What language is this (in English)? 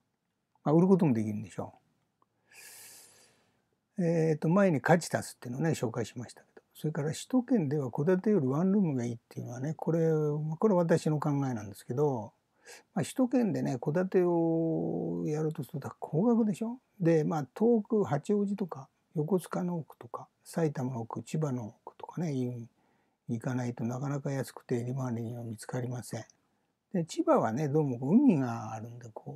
Japanese